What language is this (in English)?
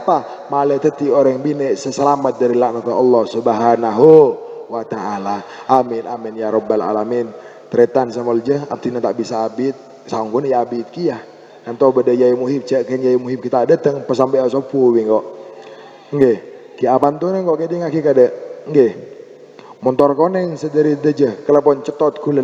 Madurese